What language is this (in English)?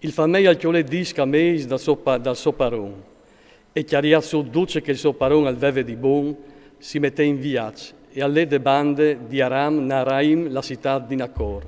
Friulian